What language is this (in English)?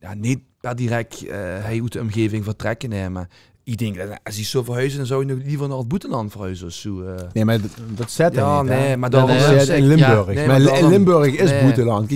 Limburgish